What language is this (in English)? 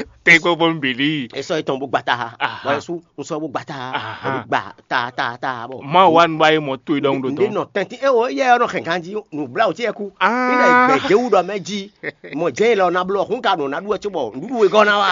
Fon